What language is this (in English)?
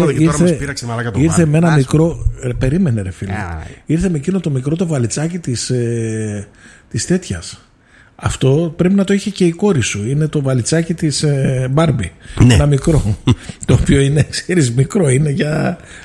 Greek